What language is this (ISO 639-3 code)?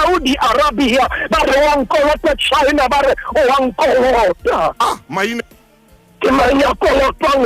sot